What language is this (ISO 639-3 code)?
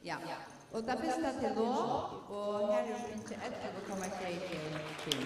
fao